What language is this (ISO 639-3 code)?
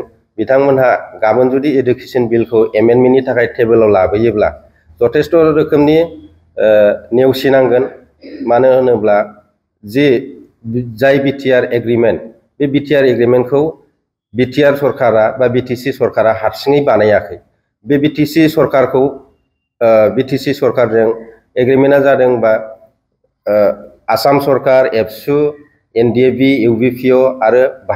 brx